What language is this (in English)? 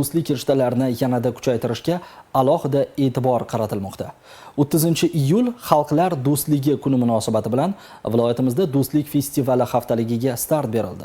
Uzbek